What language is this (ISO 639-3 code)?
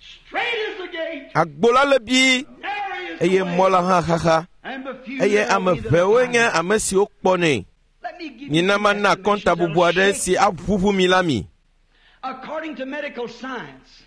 ewe